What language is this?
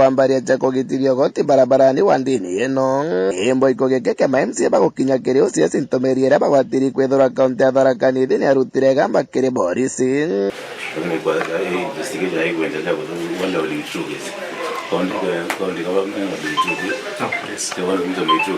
Meru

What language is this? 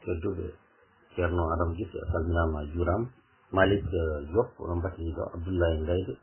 Fula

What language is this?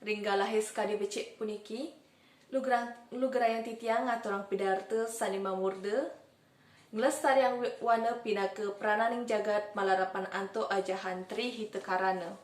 Balinese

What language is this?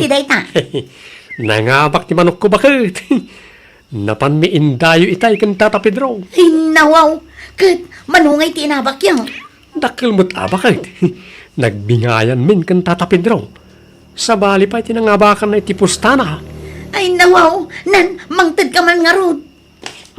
Iloko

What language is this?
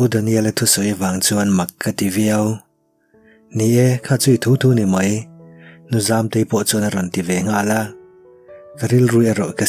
Mizo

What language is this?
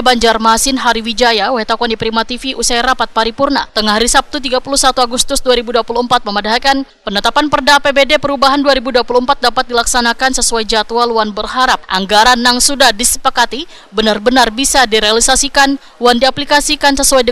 Banjar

